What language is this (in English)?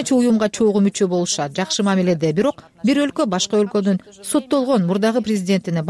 Kyrgyz